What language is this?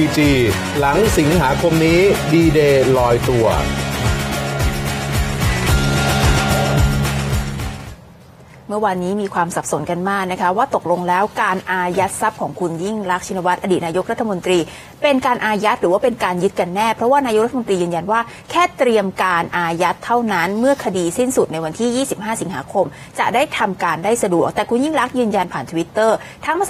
Thai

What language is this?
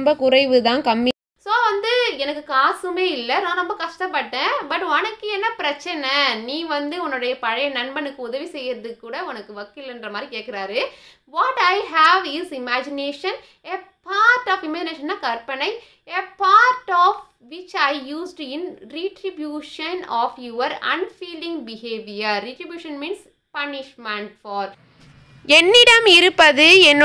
Tamil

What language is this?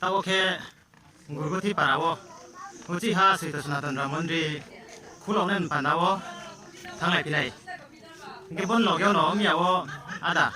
Riang (India)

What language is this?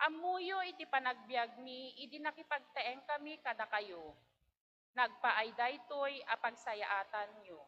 Iloko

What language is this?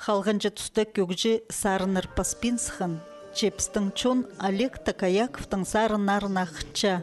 Khakas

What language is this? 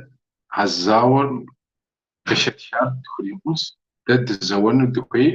Kabardian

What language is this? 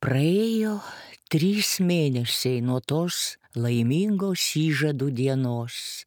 Lithuanian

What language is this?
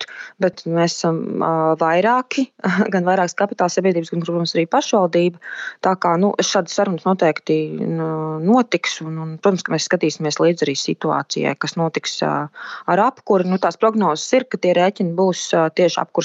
Latvian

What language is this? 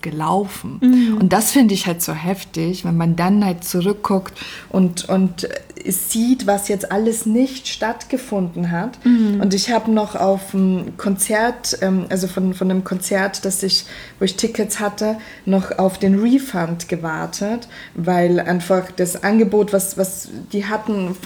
German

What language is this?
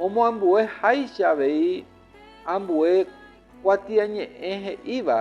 Guarani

